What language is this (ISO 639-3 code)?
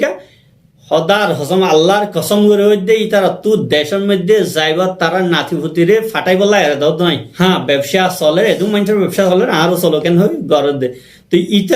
rhg